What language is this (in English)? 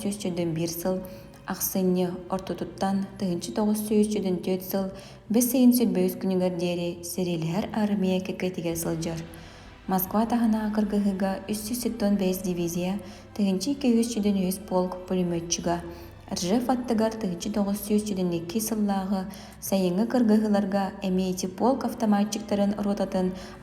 Yakut